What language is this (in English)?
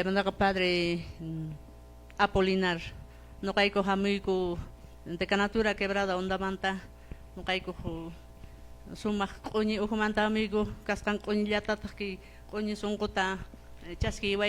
Quechua